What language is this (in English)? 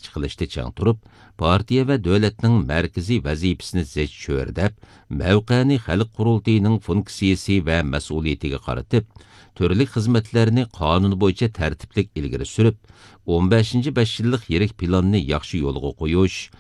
Uyghur